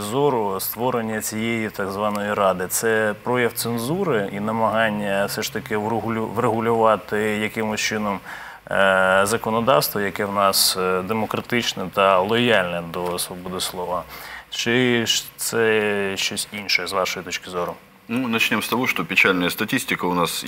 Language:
Ukrainian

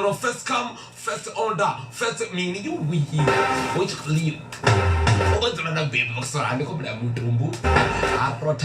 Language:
Venda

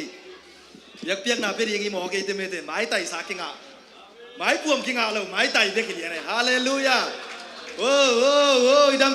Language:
Tedim Chin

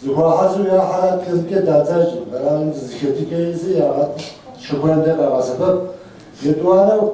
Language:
Kabardian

